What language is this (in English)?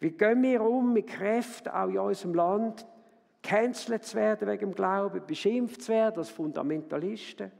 Swiss German